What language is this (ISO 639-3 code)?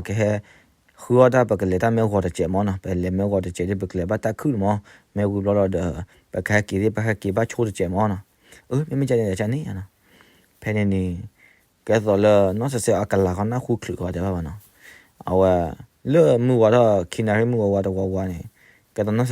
ksw